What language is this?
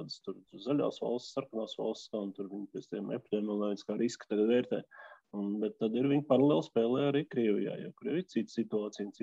Latvian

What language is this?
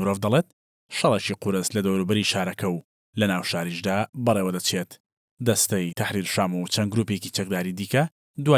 Central Kurdish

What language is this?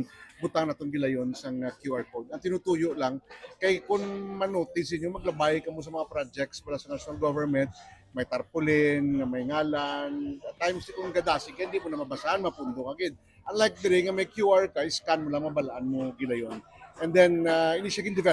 Hiligaynon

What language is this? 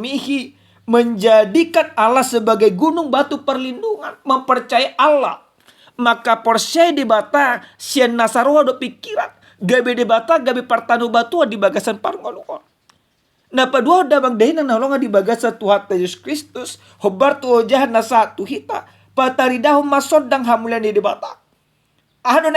Batak Toba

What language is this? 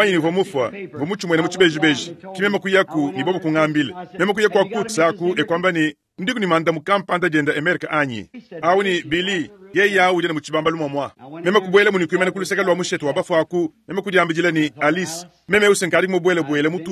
Luba-Lulua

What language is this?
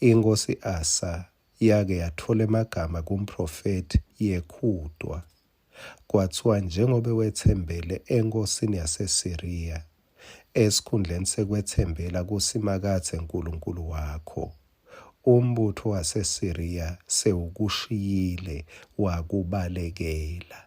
Swati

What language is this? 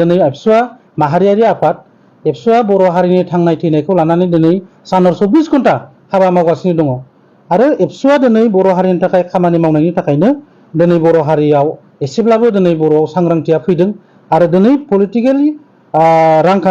Bodo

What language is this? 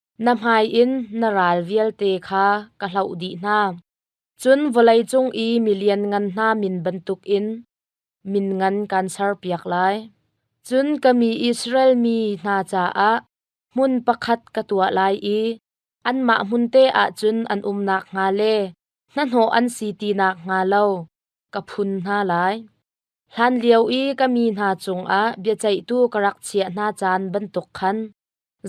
Hakha Chin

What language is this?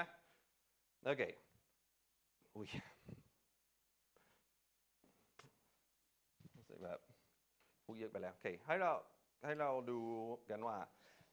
Thai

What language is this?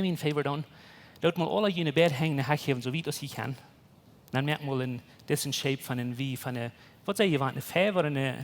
Plautdietsch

